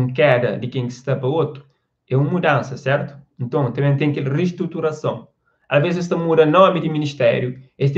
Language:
Kabuverdianu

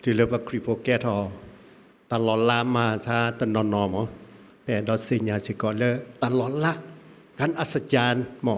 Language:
S'gaw Karen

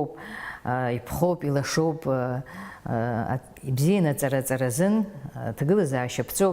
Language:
Abkhazian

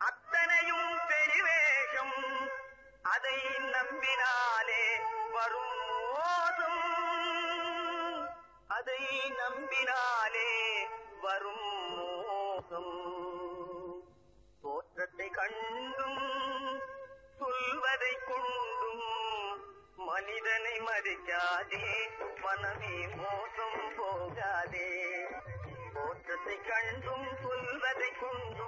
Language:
Tamil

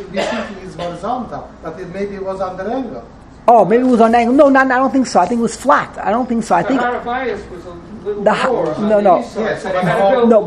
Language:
English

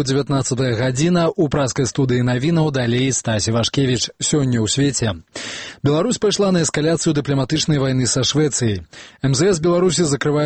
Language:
Belarusian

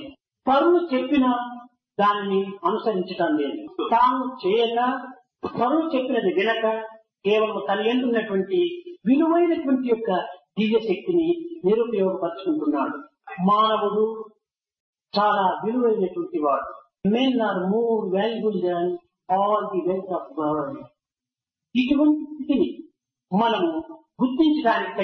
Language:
Telugu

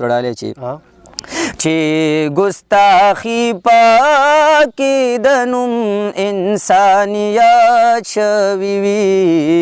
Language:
Pashto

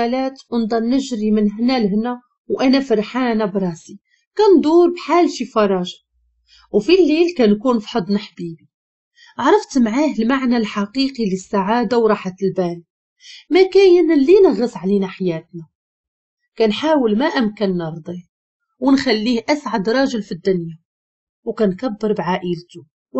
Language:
Moroccan Arabic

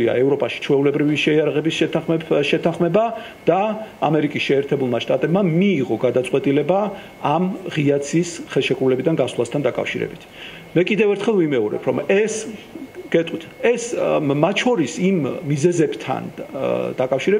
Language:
Georgian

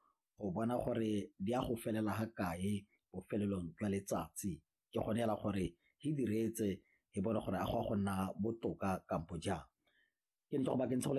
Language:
Tswana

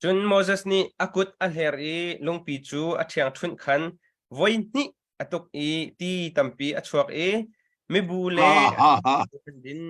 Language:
Hakha Chin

